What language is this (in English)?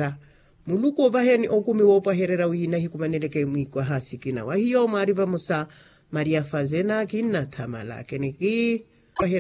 Makhuwa